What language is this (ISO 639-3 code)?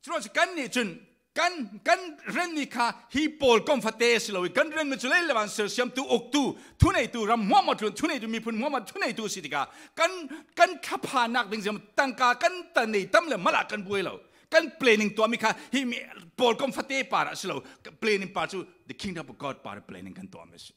cfm